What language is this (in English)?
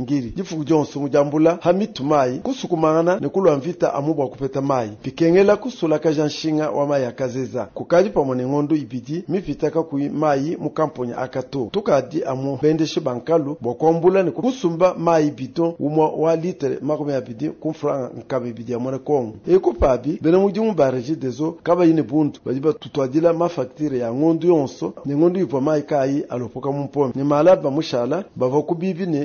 Luba-Lulua